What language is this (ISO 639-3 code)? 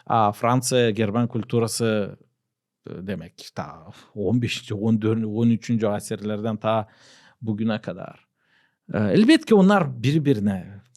gag